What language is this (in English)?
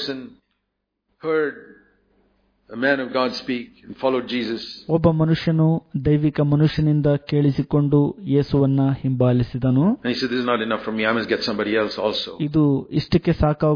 Kannada